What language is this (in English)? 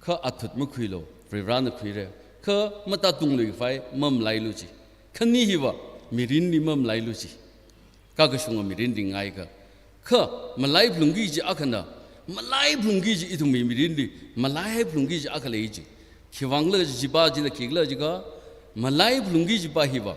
Tangkhul Naga (India)